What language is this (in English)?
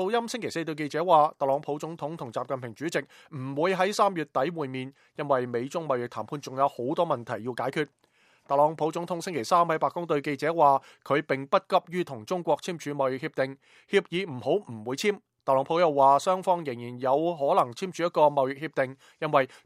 Cantonese